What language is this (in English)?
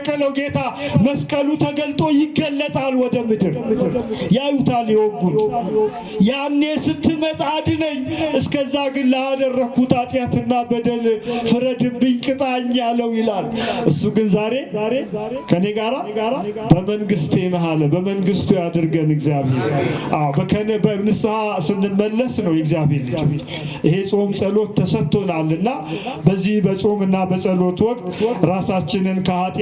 Amharic